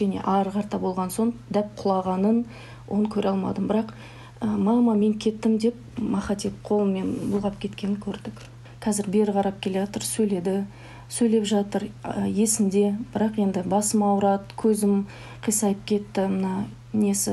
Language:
Kazakh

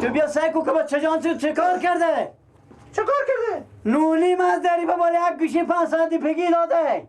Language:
Persian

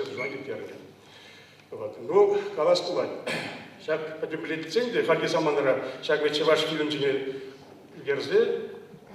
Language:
Chuvash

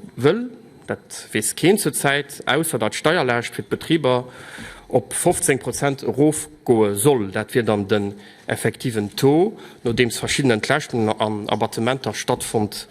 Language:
Luxembourgish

